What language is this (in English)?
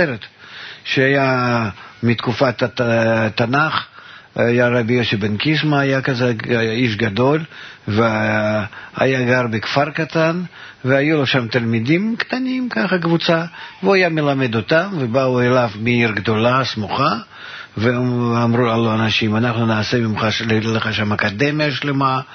Hebrew